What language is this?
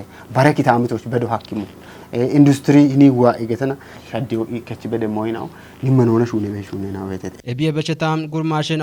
Kafa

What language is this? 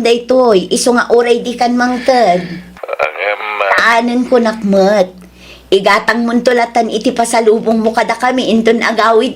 Iloko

